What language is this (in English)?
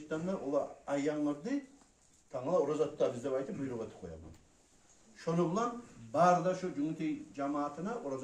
Kumyk